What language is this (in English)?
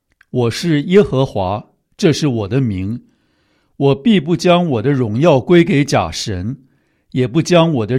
Chinese